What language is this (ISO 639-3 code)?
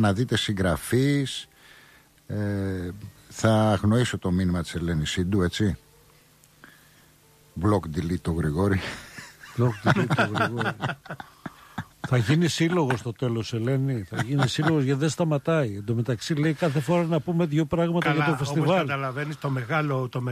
ell